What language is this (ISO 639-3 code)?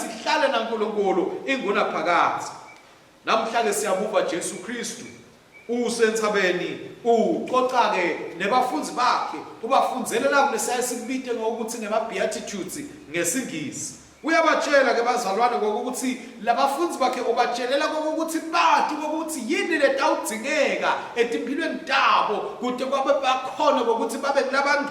ssw